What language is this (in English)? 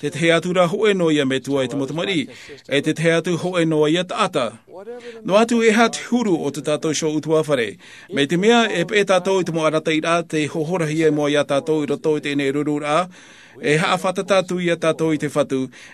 Tahitian